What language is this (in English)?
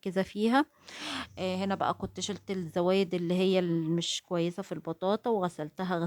Egyptian Arabic